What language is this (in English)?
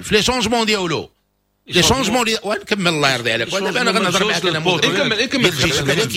Moroccan Arabic